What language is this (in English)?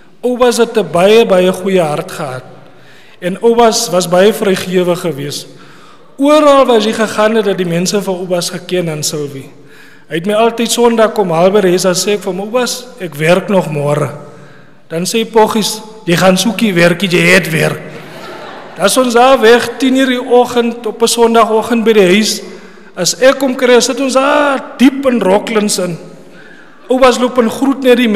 Afrikaans